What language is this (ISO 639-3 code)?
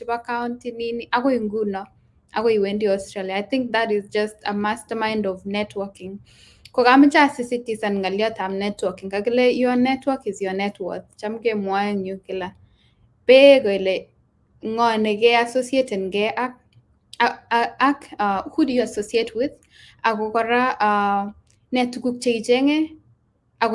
kln